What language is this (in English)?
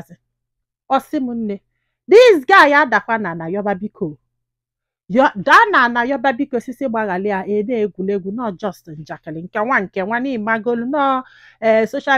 Igbo